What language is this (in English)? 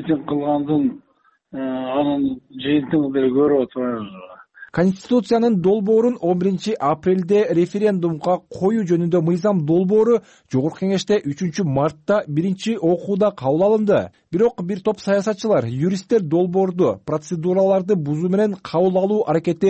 Kyrgyz